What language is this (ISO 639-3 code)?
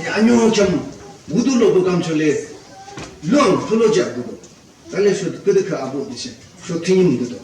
yim